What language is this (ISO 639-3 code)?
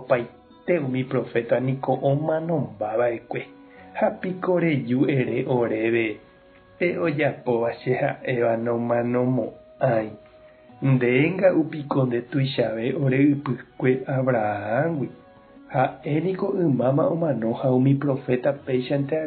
grn